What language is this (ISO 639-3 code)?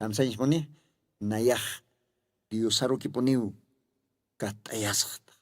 aym